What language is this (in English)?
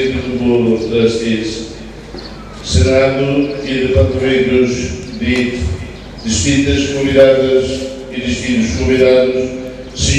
Tetum